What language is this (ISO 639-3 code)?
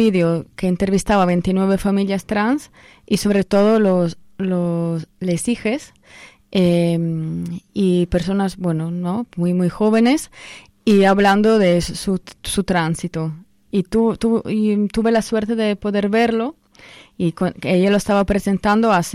spa